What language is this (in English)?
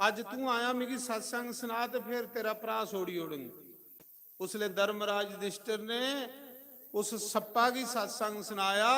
Dogri